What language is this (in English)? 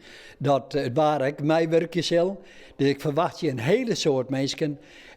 Western Frisian